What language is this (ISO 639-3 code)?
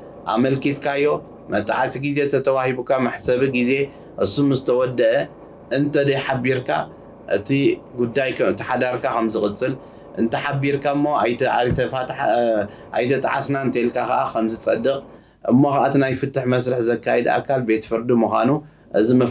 tir